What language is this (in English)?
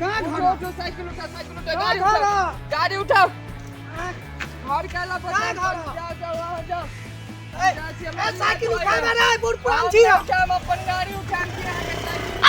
Maithili